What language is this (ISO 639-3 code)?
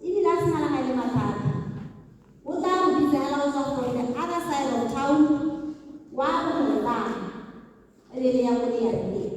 tsn